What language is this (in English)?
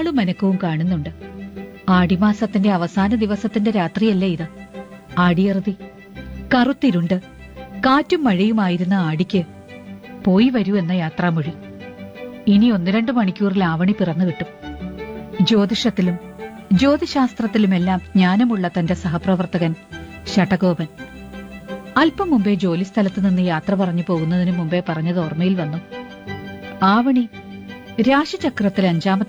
Malayalam